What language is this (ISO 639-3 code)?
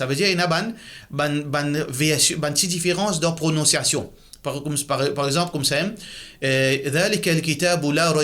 mfe